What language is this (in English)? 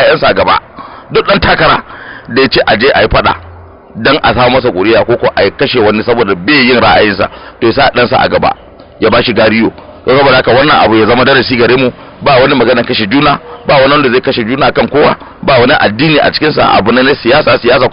Hausa